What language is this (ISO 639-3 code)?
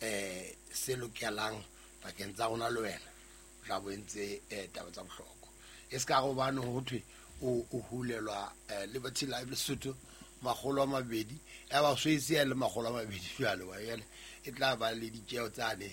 sot